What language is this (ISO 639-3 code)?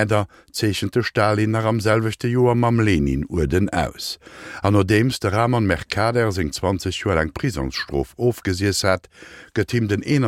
ltz